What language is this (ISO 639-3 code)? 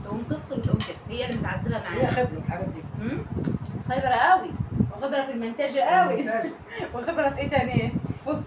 arz